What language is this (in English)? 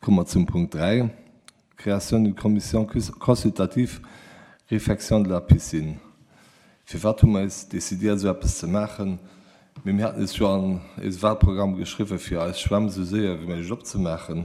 Luxembourgish